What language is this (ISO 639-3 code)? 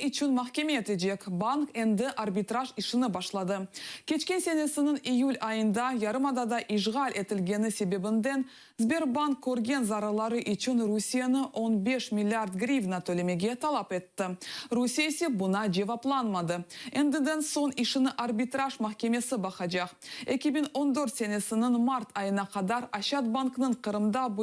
crh